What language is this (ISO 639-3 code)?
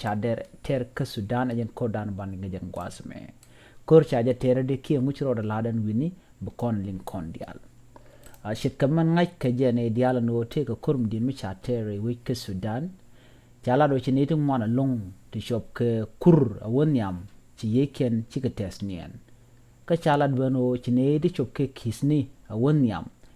nus